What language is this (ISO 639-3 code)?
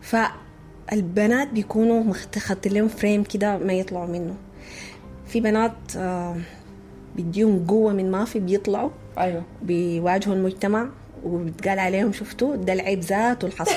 apd